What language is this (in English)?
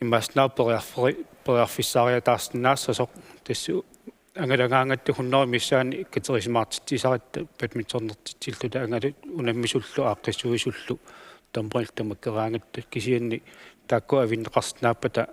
Kalaallisut